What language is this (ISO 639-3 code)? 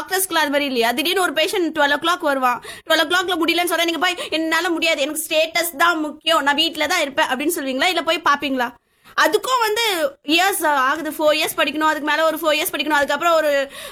tam